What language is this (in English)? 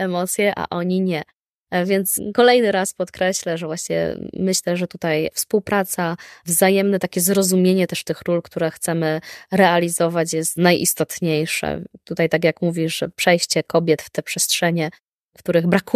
Polish